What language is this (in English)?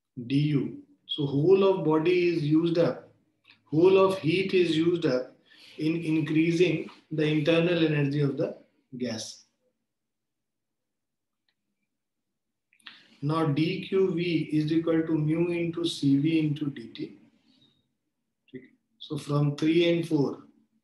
English